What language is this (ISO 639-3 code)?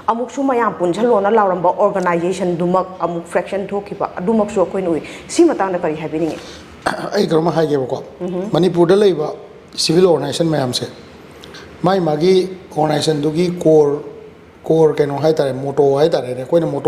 mni